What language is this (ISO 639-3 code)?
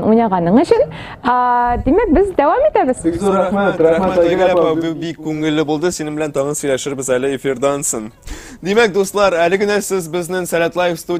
tat